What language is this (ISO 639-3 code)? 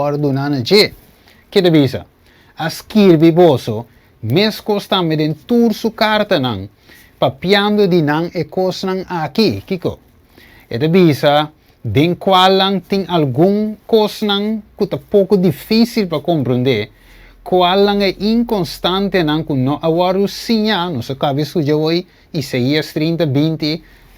pap